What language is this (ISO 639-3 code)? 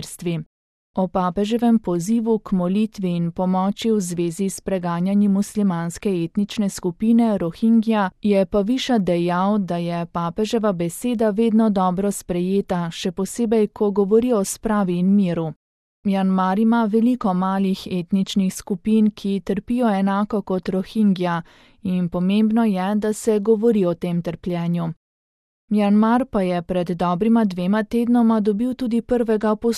slv